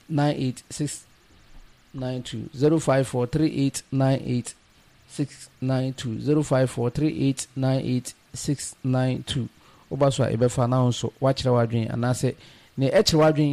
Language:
Akan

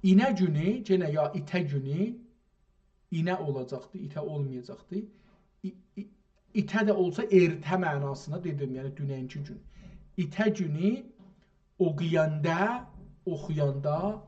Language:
South Azerbaijani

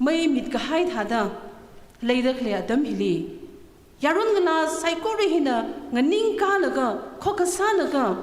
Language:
Tangkhul Naga (India)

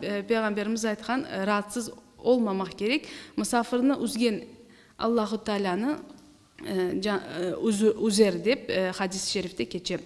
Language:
Crimean Tatar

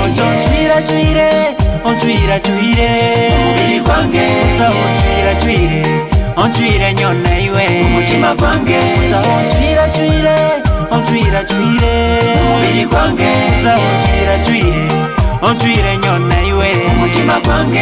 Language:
Nyoro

